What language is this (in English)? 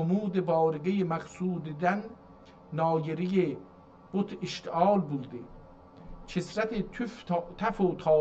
South Azerbaijani